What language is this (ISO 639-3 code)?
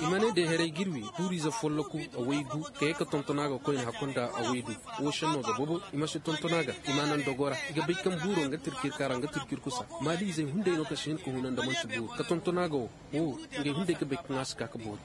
ses